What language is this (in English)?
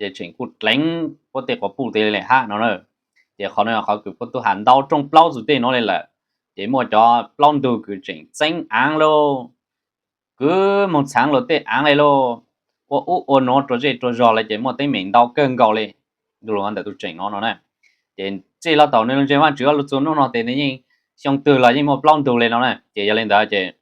Hmong